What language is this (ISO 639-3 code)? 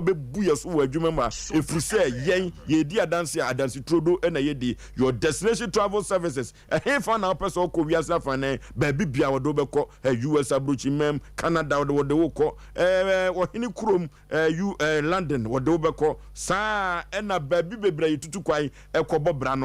aka